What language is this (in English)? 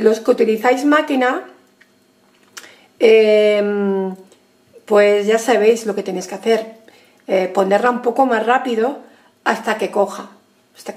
Spanish